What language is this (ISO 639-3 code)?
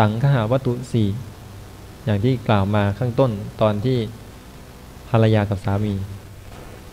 tha